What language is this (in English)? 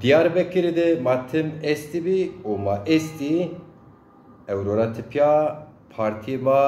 Zaza